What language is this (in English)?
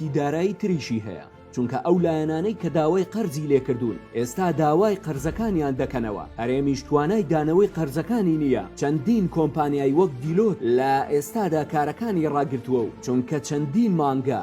Central Kurdish